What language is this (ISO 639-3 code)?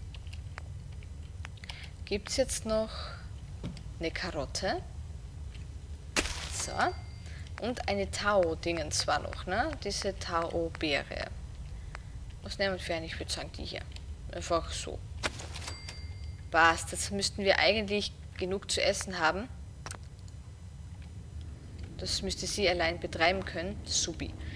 deu